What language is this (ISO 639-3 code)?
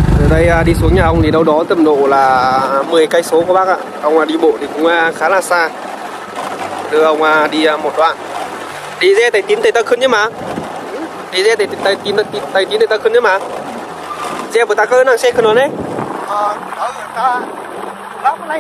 vie